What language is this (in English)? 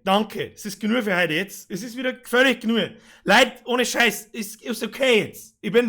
Bavarian